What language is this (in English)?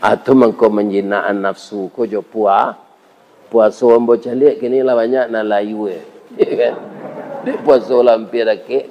Minangkabau